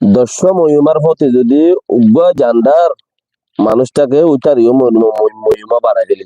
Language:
Rohingya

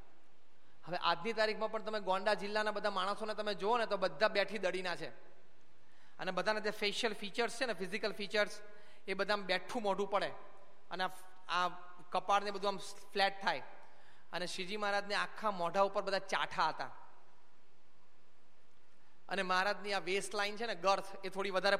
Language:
Gujarati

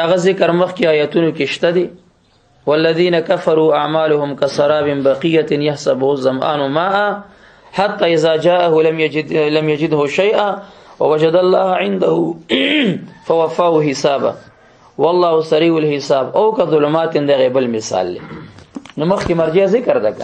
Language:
Pashto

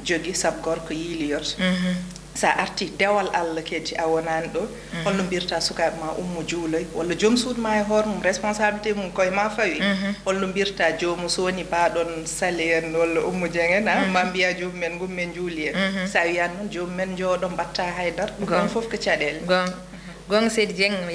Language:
Fula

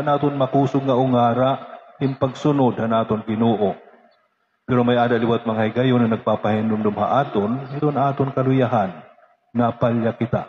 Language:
Waray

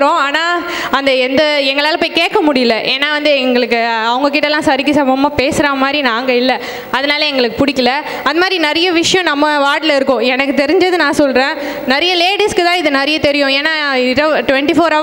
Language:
Tamil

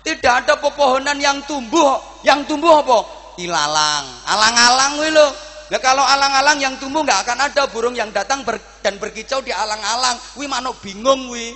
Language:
Javanese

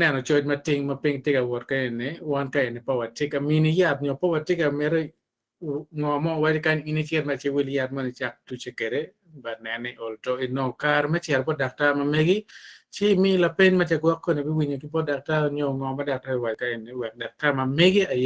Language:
Acoli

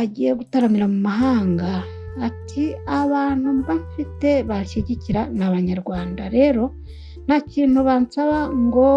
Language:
Kinyarwanda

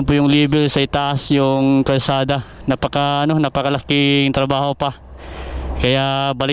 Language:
Filipino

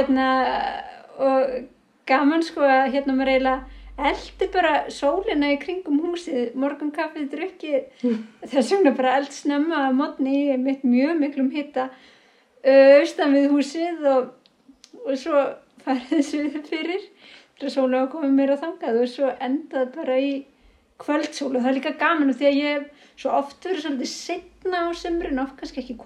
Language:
Icelandic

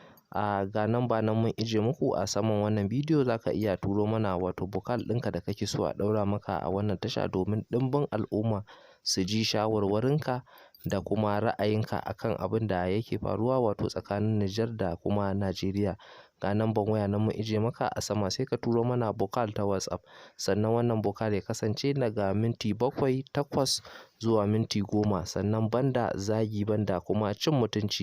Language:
Hausa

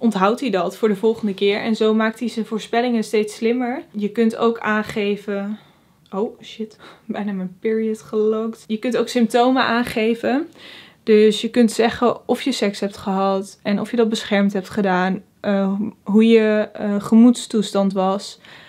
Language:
Dutch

